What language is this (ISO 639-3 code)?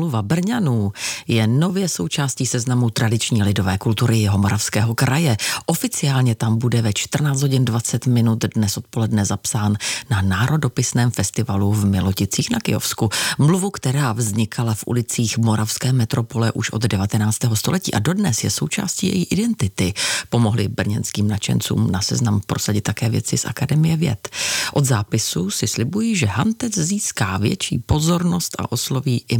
ces